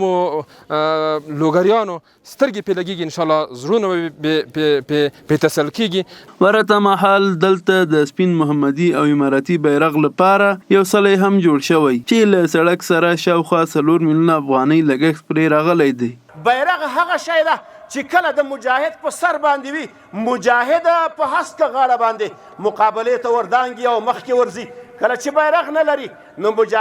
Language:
Pashto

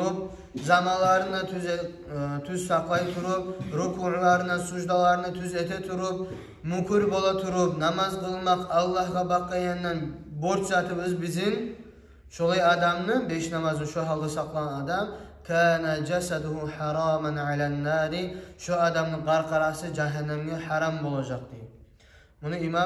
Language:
Kumyk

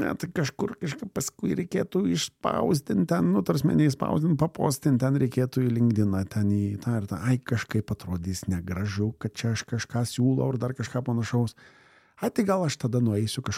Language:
Lithuanian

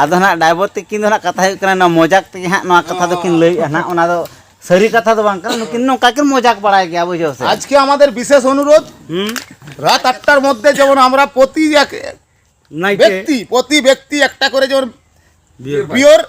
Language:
Santali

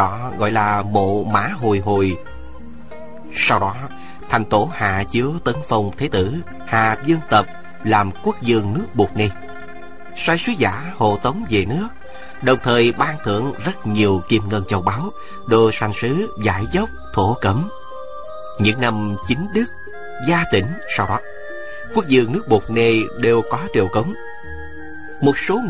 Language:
Vietnamese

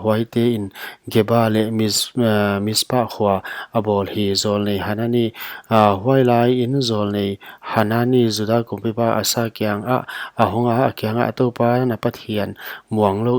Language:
Paite Chin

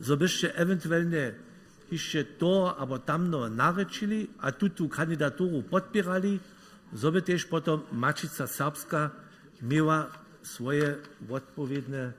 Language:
Upper Sorbian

